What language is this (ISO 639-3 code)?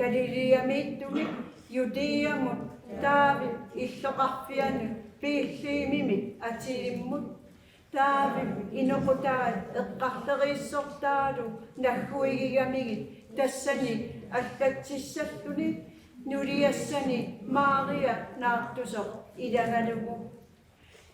kal